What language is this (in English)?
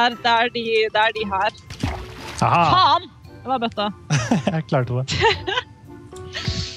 Norwegian